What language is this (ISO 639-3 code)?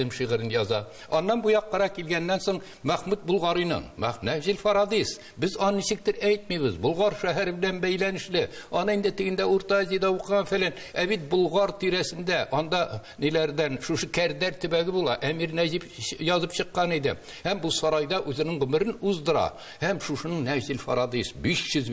tat